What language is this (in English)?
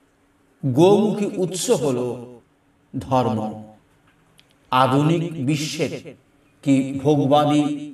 Bangla